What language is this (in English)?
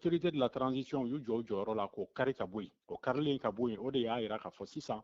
Bambara